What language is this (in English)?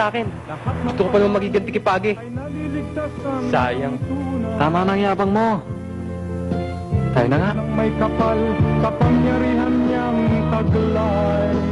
Filipino